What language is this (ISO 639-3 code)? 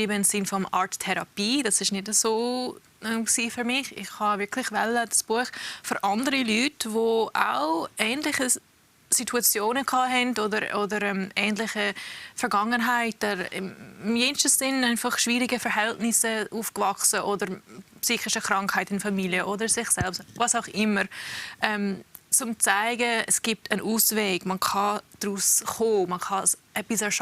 gsw